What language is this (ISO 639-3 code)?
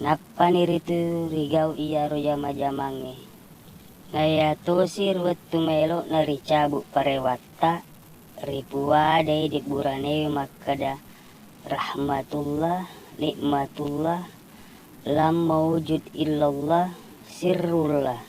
bug